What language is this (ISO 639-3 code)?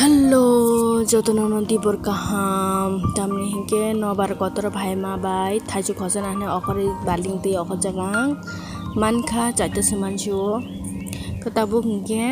trp